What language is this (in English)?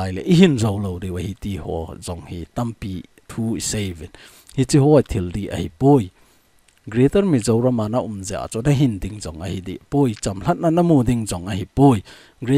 Thado Chin